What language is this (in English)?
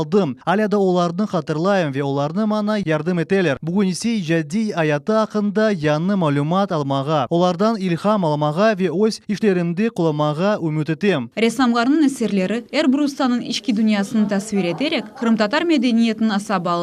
Crimean Tatar